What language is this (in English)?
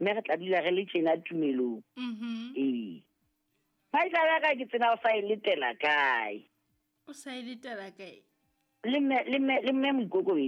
Southern Sotho